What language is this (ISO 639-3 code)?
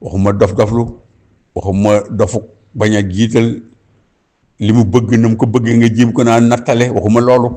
wol